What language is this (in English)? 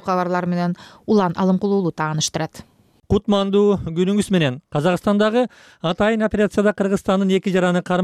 Kyrgyz